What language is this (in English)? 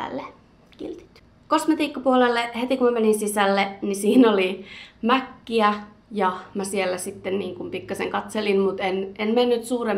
Finnish